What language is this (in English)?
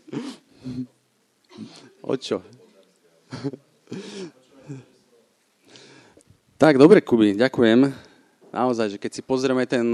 Slovak